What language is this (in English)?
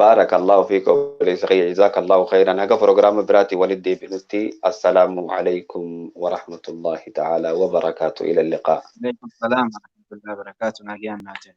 Oromo